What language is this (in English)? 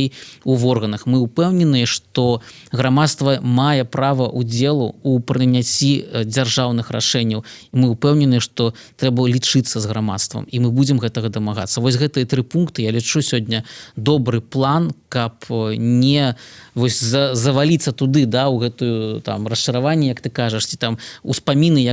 Belarusian